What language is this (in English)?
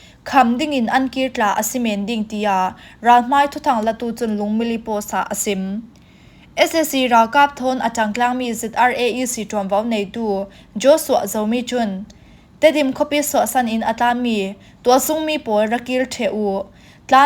Falam Chin